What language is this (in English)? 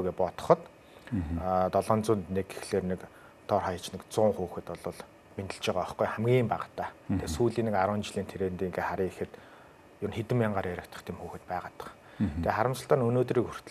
Mongolian